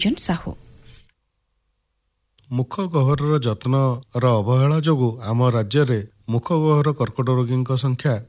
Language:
Odia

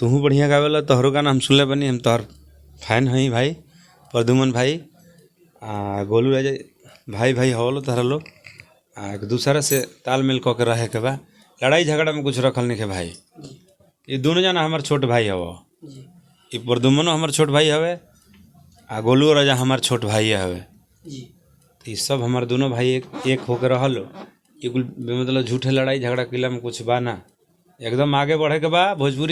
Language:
Bhojpuri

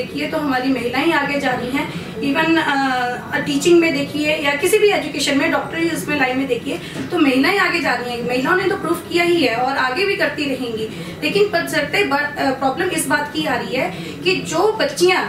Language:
Hindi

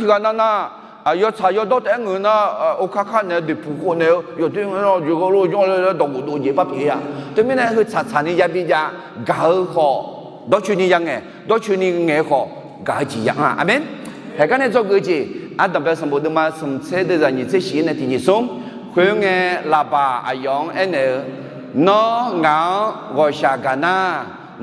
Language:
Akha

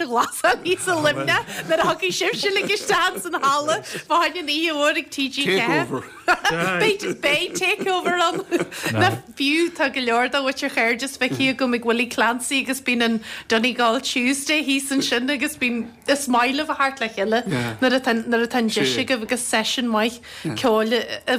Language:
Irish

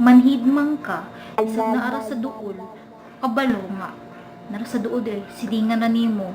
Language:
Cebuano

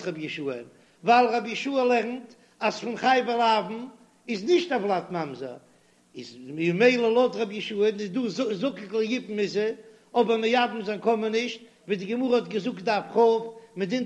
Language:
Yiddish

